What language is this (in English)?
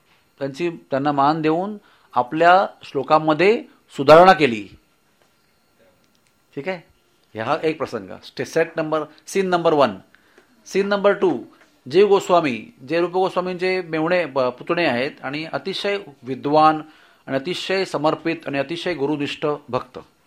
Marathi